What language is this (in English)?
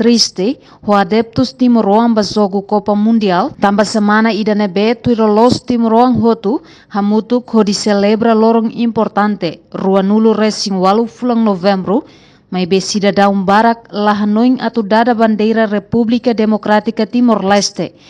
Tetum